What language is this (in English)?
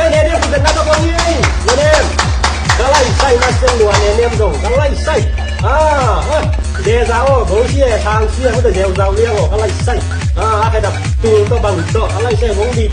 Tedim Chin